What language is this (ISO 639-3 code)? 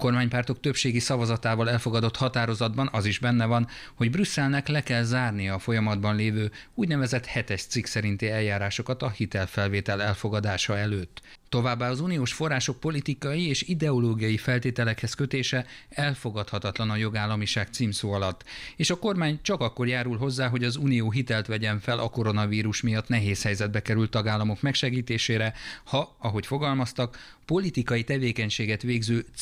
hun